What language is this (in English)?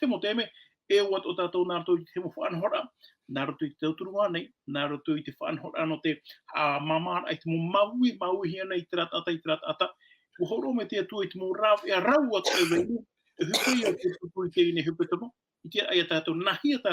Tahitian